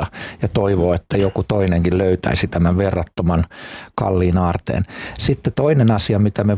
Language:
Finnish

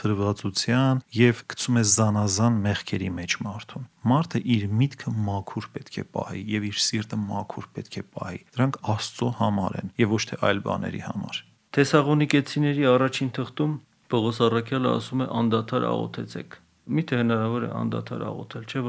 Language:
Armenian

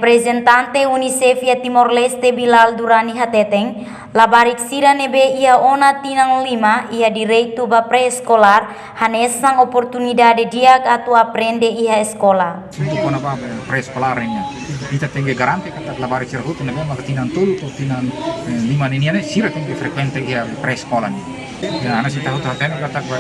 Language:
Tetum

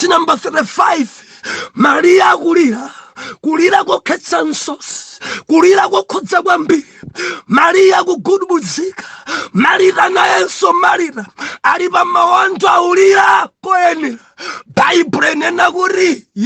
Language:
Nyanja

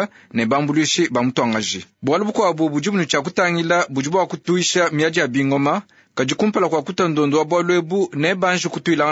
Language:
Luba-Lulua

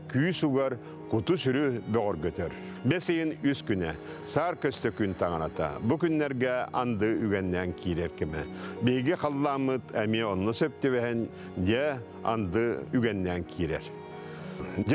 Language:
Yakut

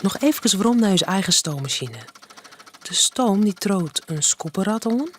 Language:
Western Frisian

